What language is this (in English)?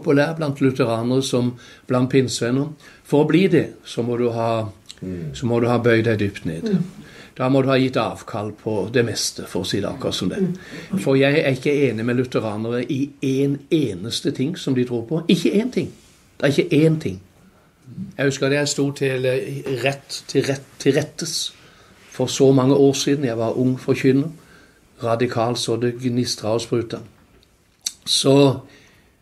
Norwegian